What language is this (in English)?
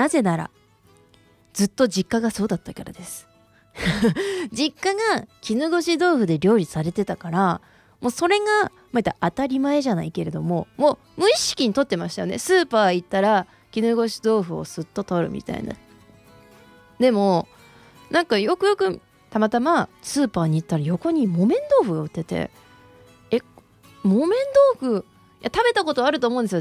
Japanese